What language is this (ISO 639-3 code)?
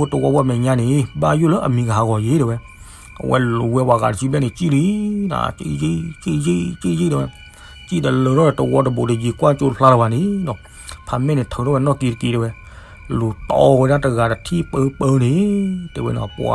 ksw